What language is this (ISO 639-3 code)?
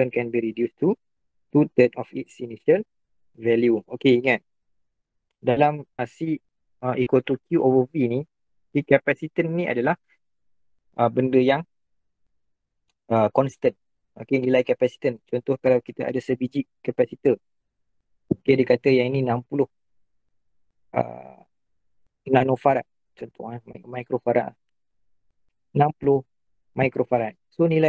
msa